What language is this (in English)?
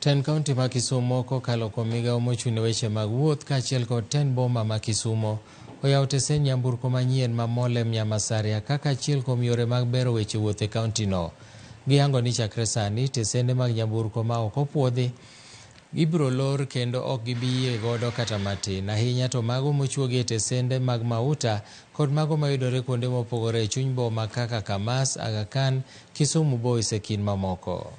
Luo (Kenya and Tanzania)